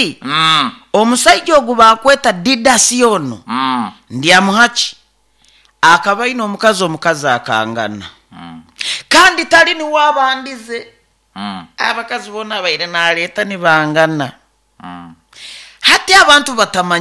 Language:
Nyoro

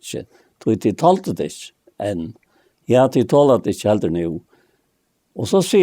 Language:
Faroese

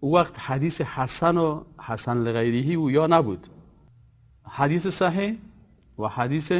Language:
Persian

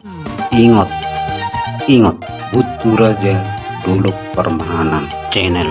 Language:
Batak Toba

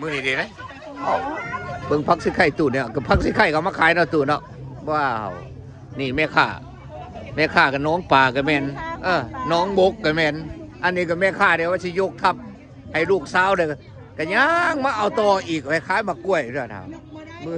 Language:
Lao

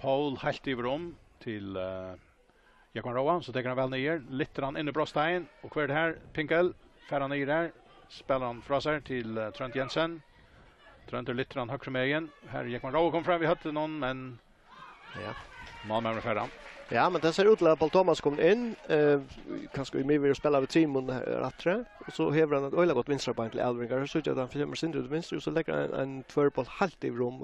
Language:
Faroese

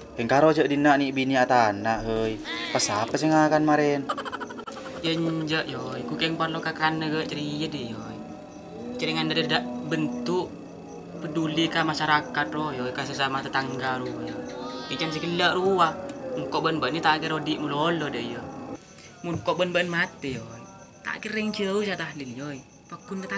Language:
Madurese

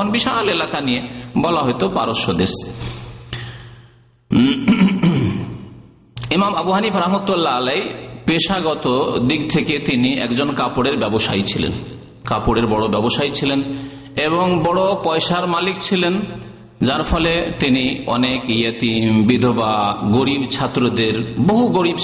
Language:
Bangla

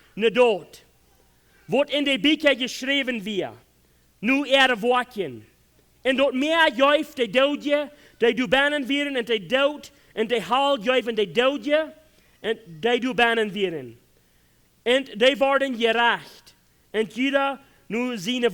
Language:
Plautdietsch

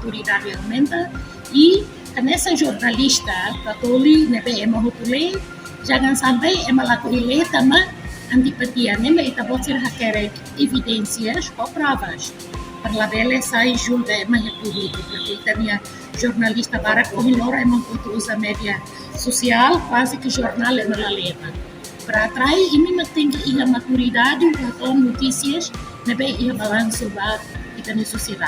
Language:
Tetum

